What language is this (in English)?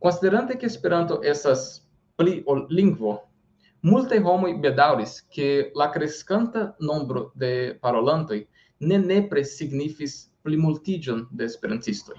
Esperanto